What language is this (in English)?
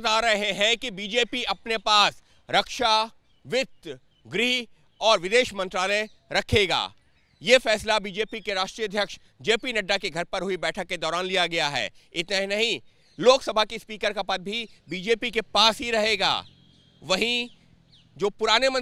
Hindi